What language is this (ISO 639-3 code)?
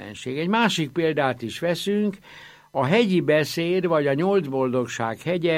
hun